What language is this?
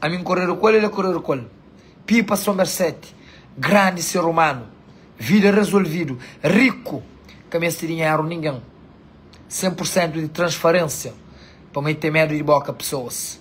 Kabuverdianu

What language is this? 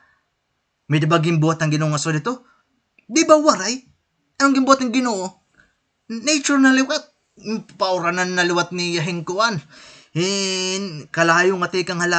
Waray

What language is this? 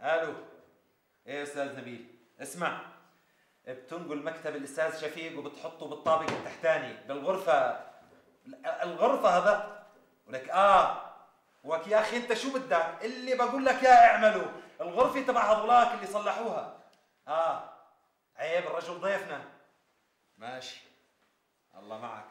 North Levantine Arabic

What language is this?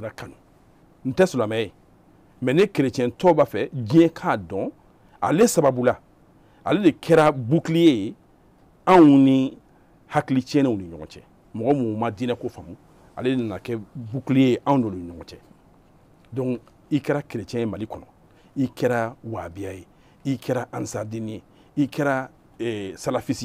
Bambara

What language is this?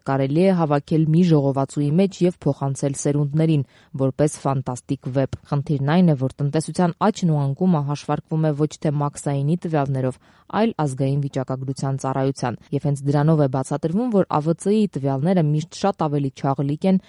Armenian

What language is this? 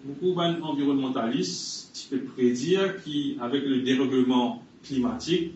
Morisyen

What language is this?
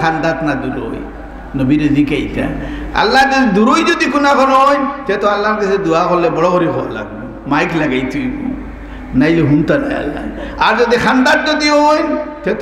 Sylheti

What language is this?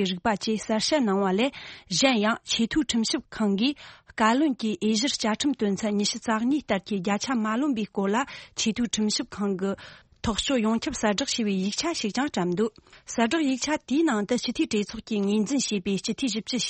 Tibetan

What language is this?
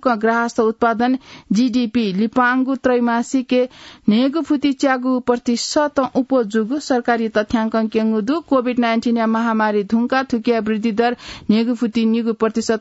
Newari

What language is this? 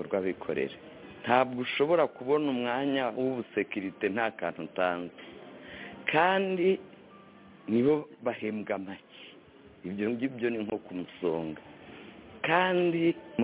Kinyarwanda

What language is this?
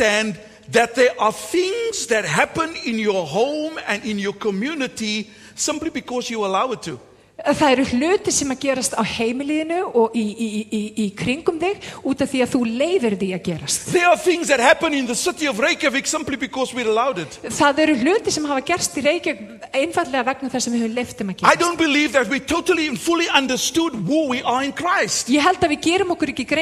Icelandic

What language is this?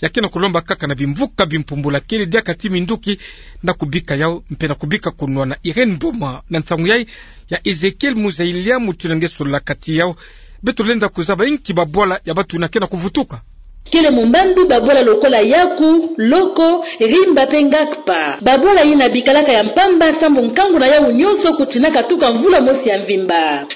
Kituba (Democratic Republic of Congo)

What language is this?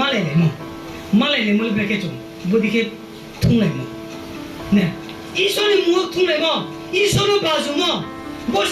Riang (India)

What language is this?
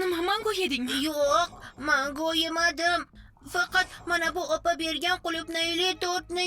Uzbek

